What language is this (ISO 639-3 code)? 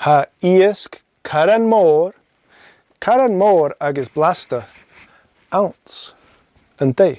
gla